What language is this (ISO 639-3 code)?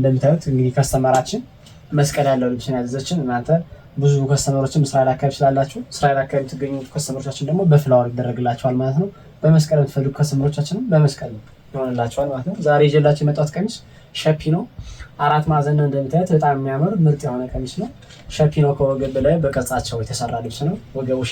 amh